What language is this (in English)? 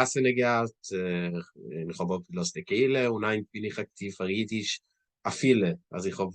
Yiddish